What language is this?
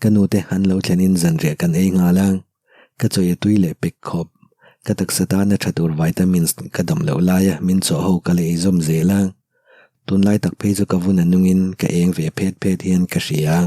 Mizo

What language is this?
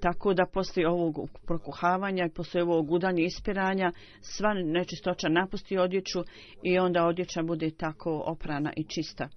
Bosnian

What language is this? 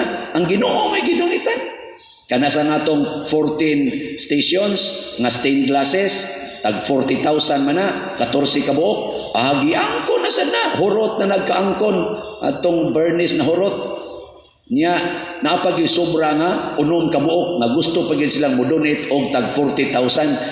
Cebuano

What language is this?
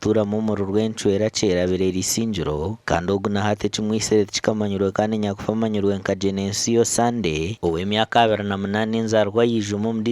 Nyankole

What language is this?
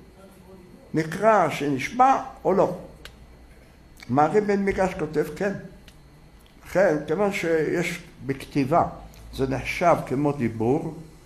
Hebrew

